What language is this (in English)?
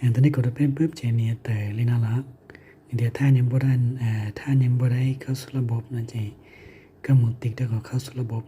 Hmong